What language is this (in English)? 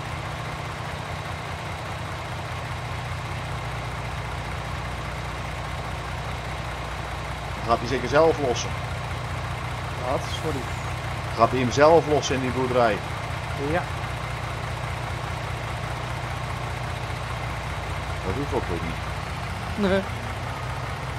Dutch